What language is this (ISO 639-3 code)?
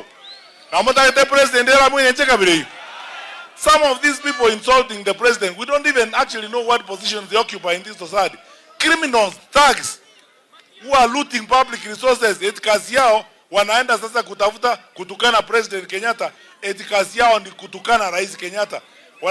guz